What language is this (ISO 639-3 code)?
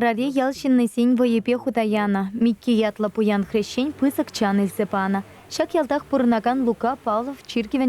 chv